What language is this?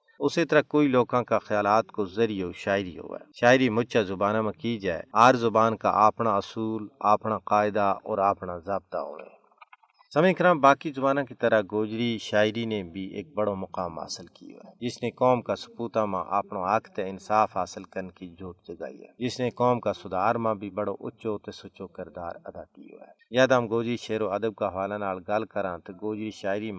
Gujari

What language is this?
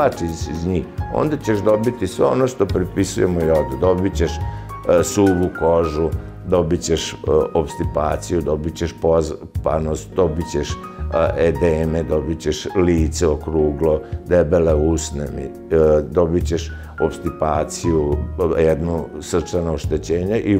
Serbian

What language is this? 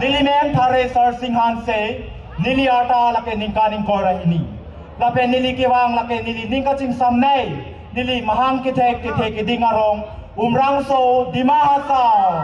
Karbi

